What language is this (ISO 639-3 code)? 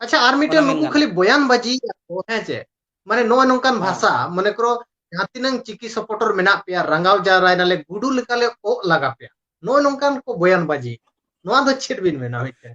sat